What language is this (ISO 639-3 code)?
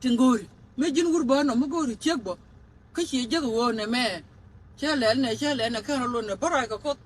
nus